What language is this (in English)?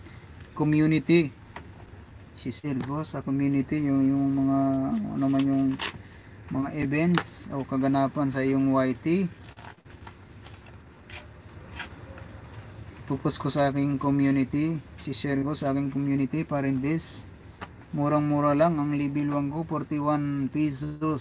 Filipino